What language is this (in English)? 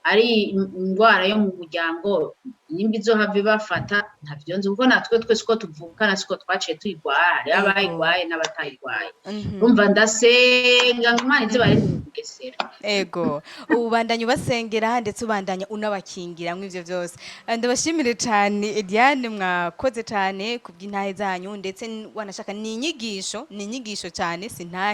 Rundi